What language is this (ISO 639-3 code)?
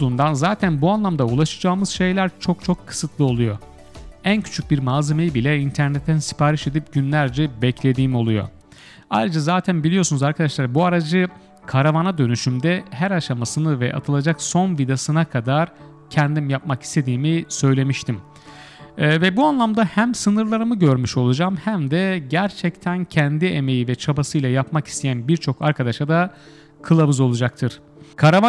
tur